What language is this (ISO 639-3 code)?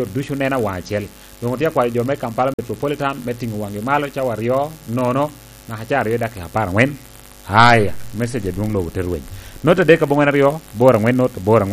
laj